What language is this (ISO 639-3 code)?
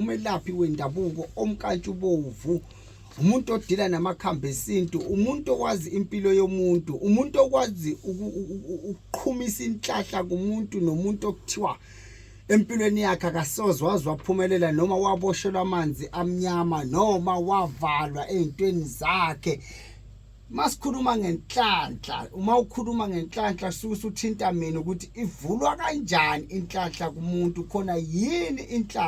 zul